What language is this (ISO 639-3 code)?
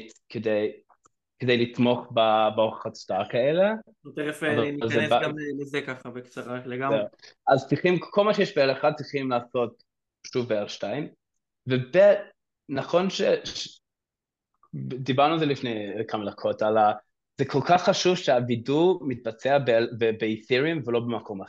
heb